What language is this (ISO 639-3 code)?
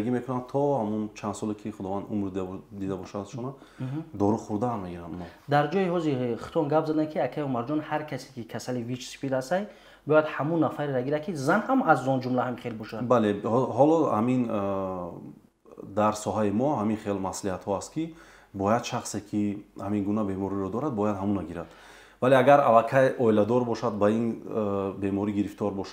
tgk